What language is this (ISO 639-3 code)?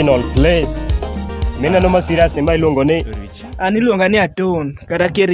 luo